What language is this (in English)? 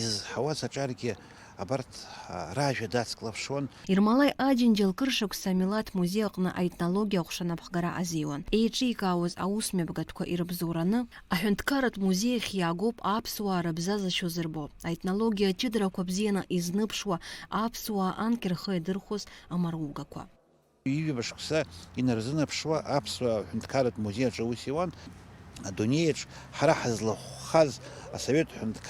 Abkhazian